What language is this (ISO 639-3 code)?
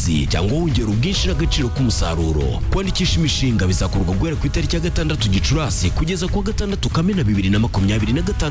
kin